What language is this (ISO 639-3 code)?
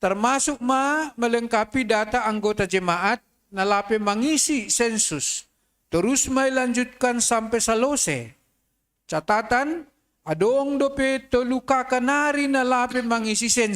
bts